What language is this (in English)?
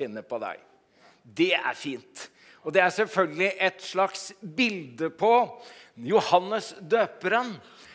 Norwegian